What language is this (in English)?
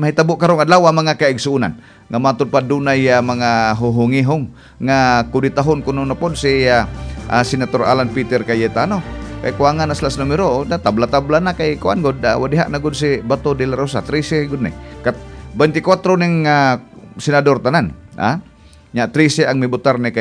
Cebuano